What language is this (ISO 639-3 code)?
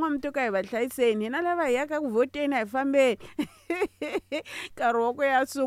tso